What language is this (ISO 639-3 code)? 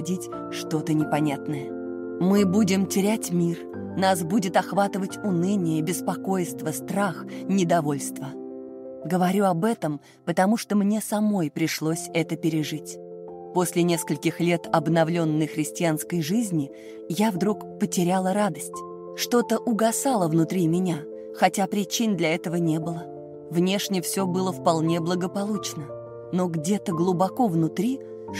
rus